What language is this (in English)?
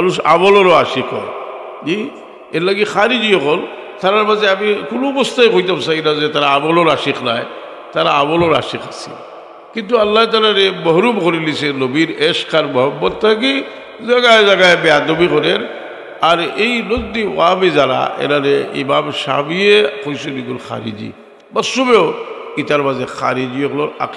Sylheti